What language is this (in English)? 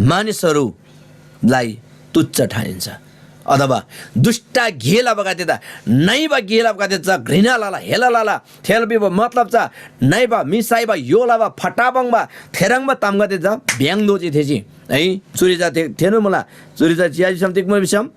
Eastern Tamang